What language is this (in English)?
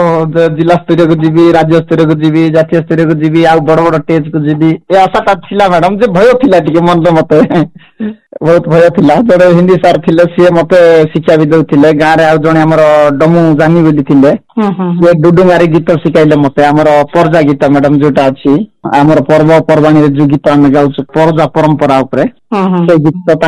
Odia